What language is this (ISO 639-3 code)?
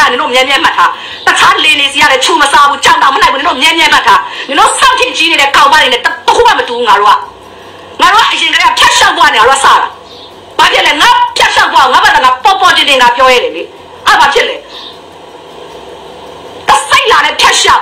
mya